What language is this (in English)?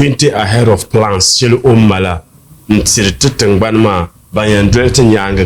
Dagbani